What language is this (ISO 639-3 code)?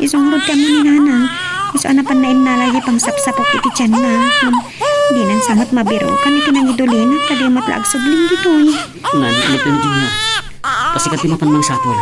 ilo